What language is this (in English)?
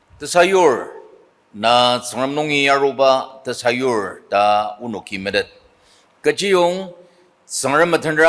Ao Naga